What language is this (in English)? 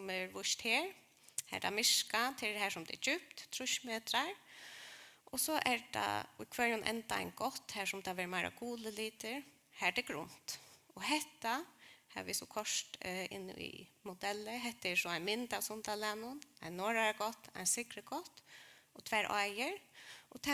Faroese